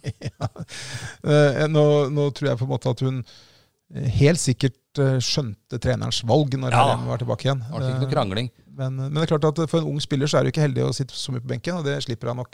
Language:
Norwegian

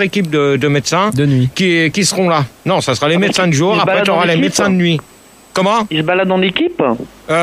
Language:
French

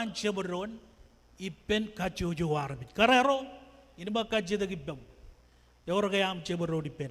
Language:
Marshallese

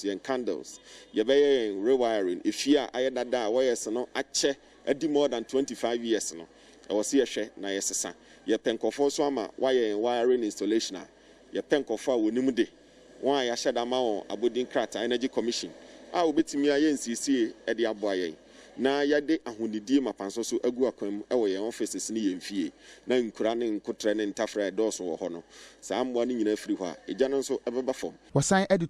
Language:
Akan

